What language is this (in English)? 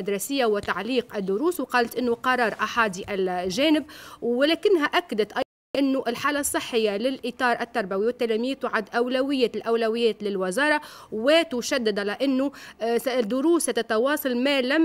Tunisian Arabic